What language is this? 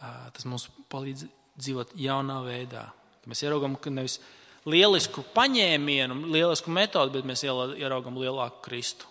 Latvian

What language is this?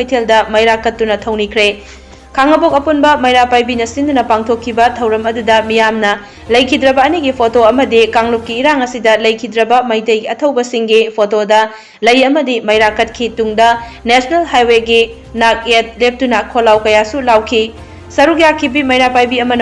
Manipuri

